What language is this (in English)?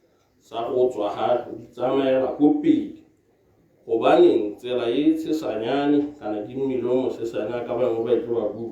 Tswana